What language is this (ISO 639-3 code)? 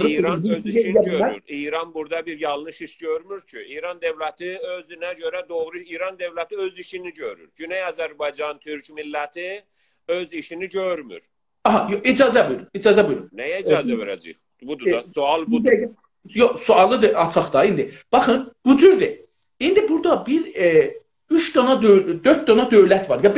azb